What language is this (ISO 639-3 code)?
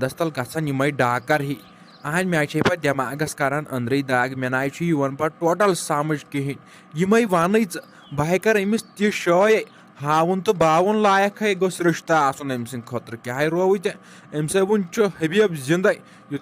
kas